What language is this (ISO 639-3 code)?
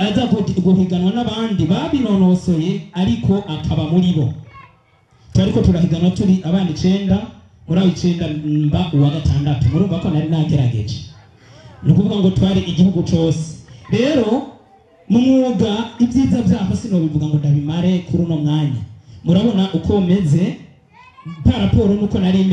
run